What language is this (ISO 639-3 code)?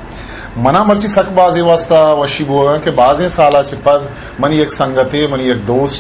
bgp